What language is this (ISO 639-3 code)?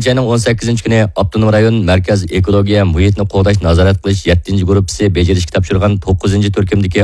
uig